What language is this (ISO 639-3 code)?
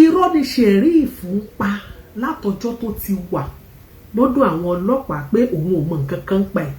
yor